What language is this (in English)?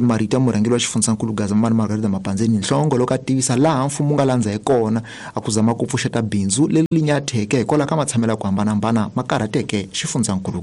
Tsonga